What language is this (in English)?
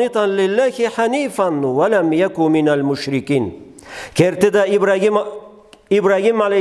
Karachay-Balkar